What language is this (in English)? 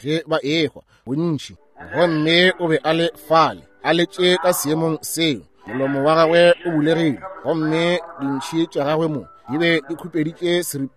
Northern Sotho